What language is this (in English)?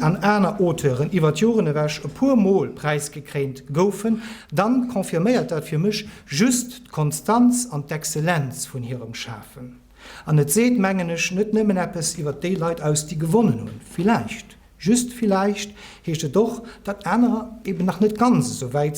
Luxembourgish